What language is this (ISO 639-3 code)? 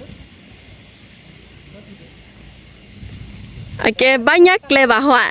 ksw